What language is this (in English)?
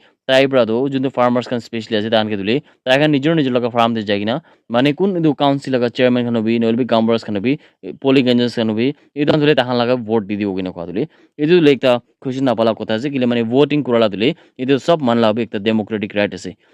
Naga Pidgin